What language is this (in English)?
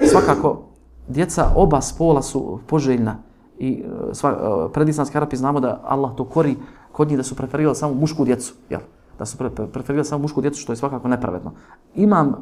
Bosnian